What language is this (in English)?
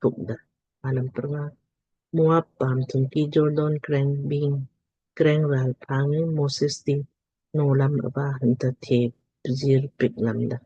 Lamkang